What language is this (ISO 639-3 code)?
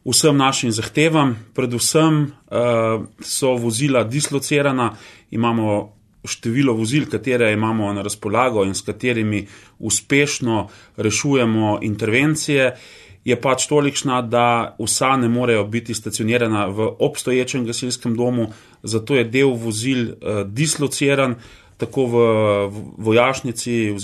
slv